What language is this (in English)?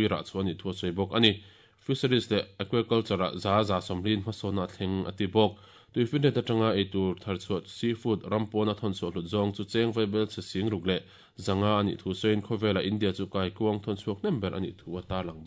Mizo